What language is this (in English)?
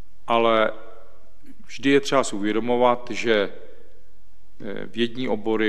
Czech